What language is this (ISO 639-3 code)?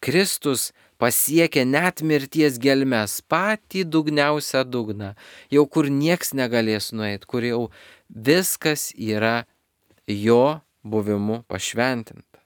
lit